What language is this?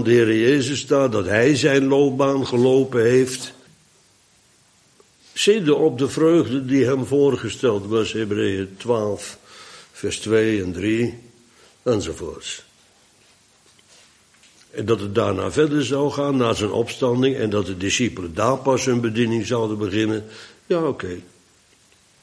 Dutch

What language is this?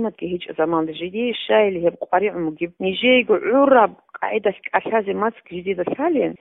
Avaric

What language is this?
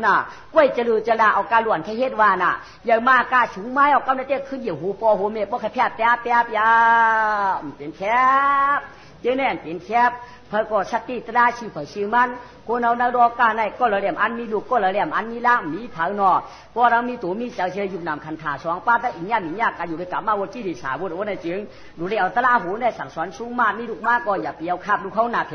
Shan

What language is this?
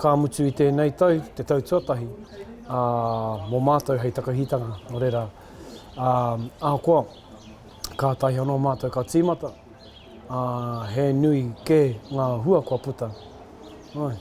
Māori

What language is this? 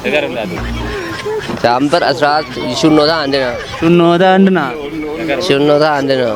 Kafa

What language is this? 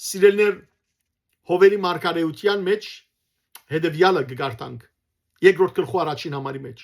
Western Armenian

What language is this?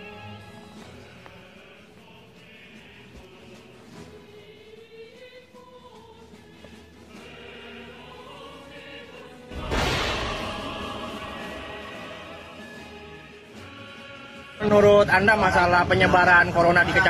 Indonesian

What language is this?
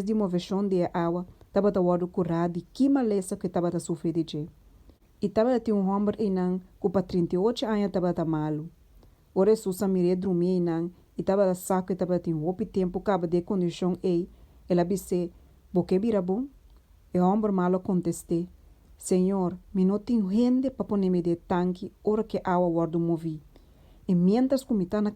Papiamento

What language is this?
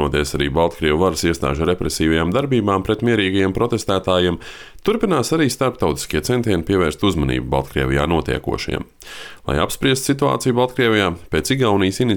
Latvian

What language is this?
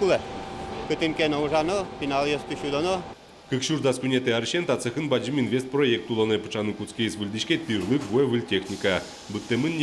Udmurt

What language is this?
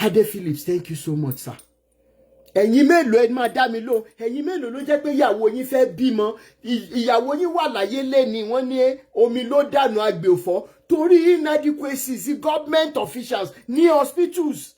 Yoruba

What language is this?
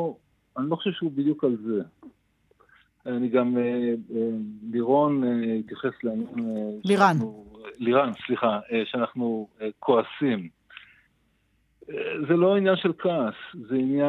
Hebrew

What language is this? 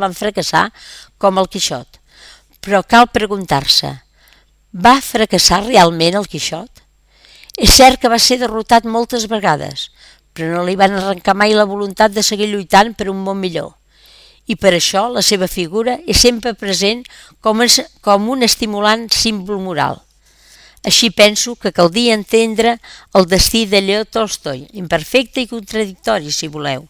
Catalan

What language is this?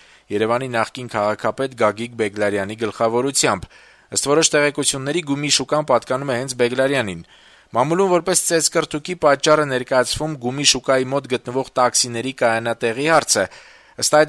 Armenian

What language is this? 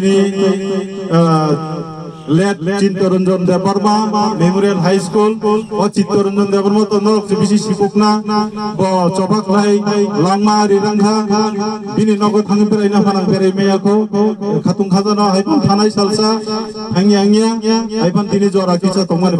Kok Borok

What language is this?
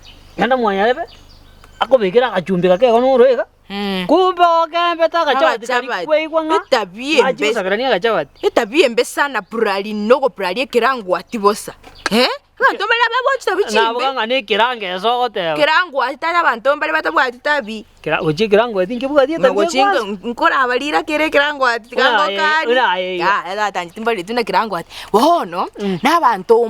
Gusii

